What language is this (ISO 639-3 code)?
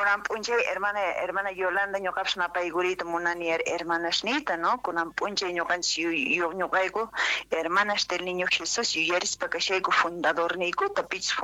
que